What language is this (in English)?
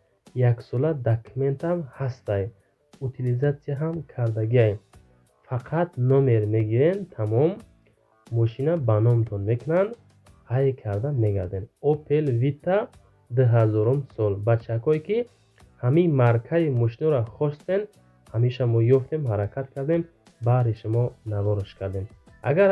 Tajik